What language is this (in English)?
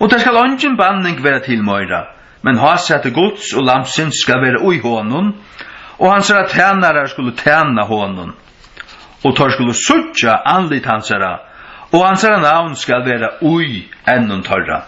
Faroese